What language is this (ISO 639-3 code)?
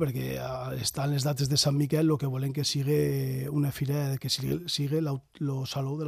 cat